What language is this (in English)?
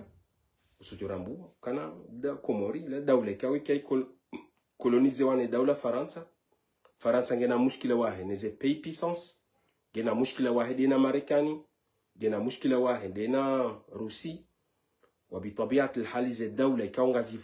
Ngazidja Comorian